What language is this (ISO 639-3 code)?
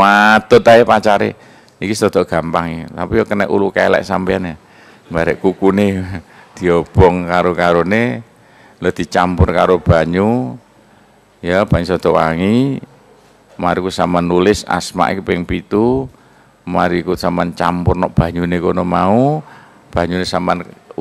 jav